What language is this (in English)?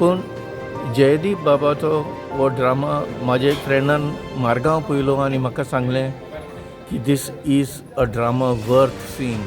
Konkani